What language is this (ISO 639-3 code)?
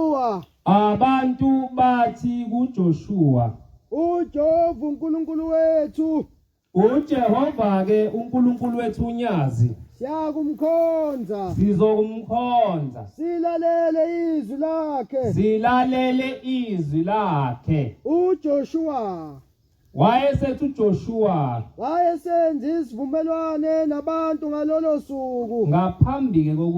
zul